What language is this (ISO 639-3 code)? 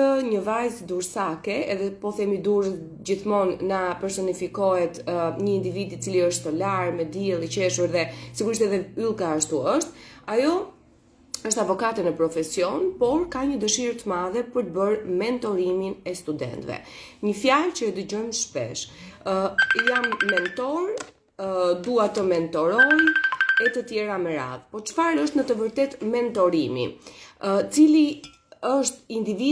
sqi